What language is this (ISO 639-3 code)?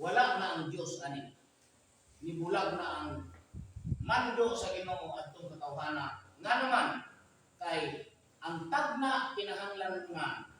ceb